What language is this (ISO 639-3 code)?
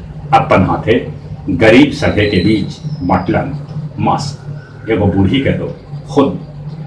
mag